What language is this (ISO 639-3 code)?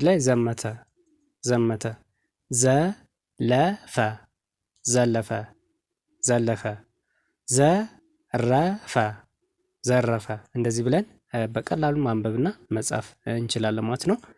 amh